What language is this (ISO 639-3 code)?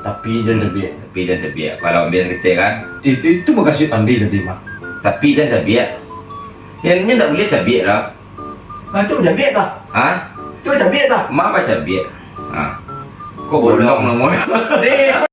min